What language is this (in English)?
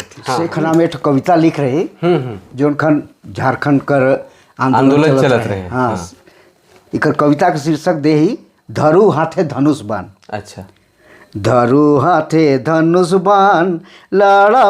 Sadri